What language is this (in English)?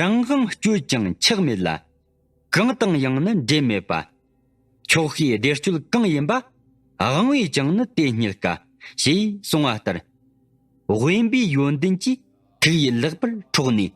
Tibetan